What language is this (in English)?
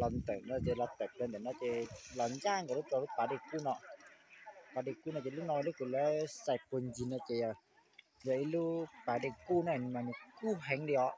Hmong